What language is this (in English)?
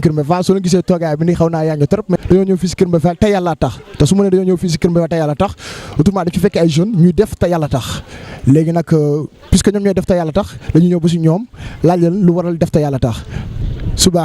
Wolof